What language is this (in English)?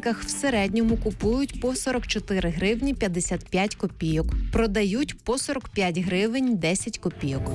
Ukrainian